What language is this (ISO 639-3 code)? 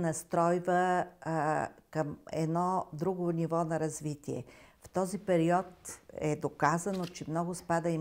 bul